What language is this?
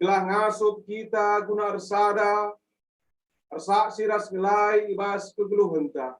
Batak Karo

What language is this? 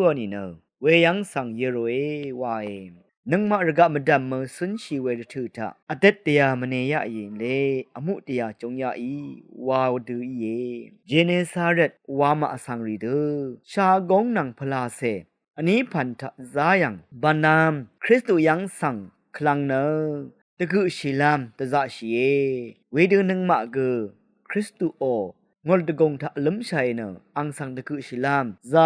Rawang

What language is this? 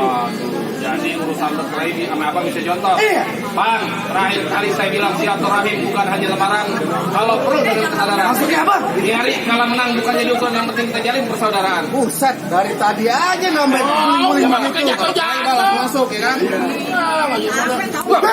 Betawi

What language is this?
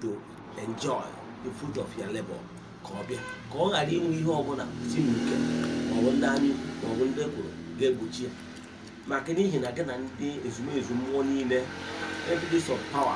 Igbo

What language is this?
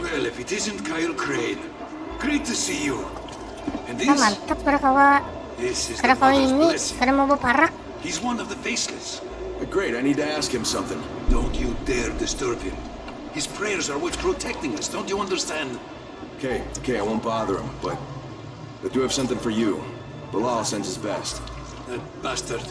Banjar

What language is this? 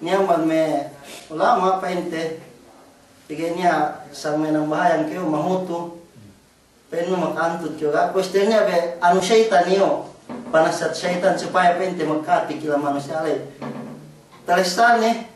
Yakan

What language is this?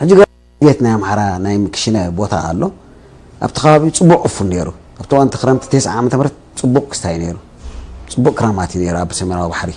Tigrinya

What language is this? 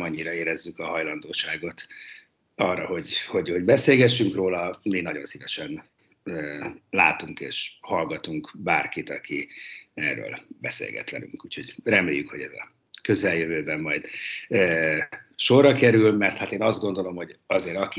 Hungarian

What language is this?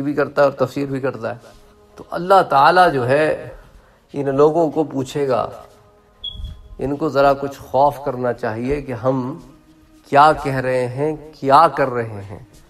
Urdu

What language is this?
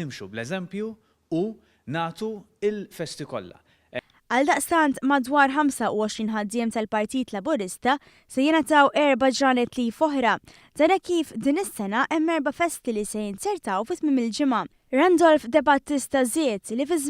Maltese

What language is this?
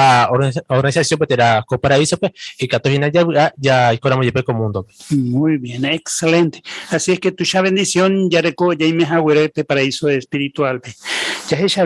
Guarani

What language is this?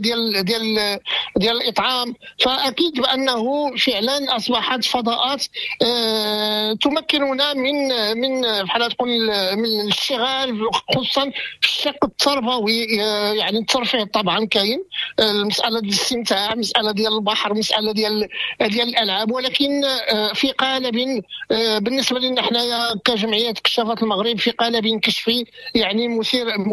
Moroccan Arabic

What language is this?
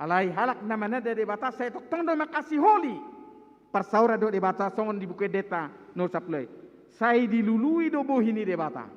Batak Toba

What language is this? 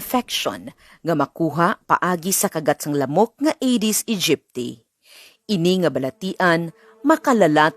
Hiligaynon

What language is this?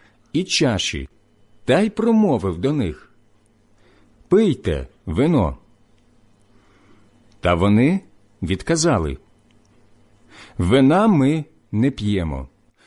Ukrainian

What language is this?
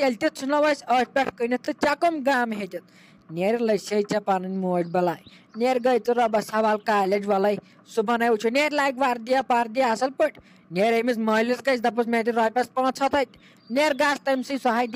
Kashmiri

